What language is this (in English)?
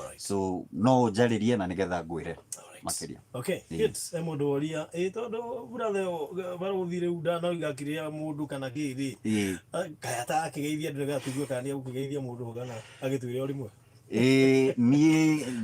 Kikuyu